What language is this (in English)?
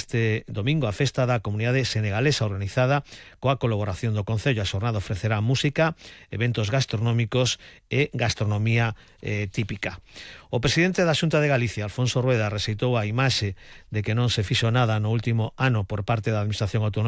Galician